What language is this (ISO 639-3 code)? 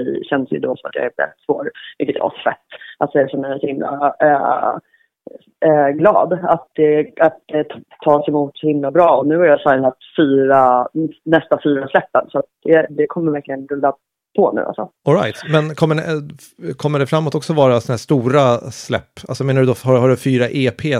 swe